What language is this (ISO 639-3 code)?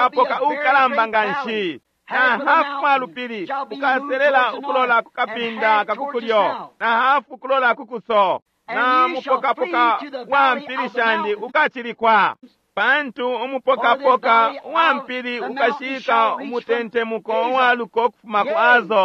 bem